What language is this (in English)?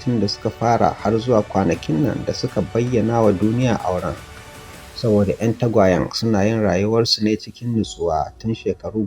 Hausa